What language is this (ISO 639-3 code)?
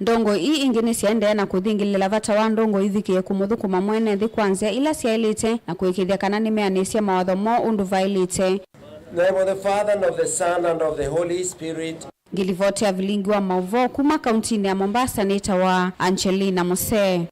kam